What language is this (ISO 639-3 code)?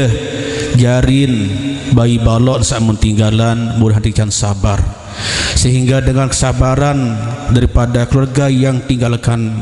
sas